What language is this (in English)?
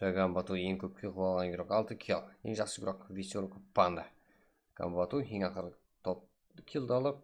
Kara-Kalpak